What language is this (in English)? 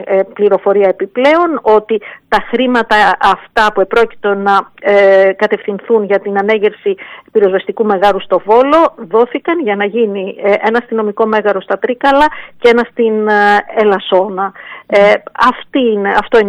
Greek